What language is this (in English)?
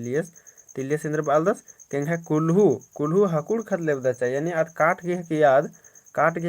Kurukh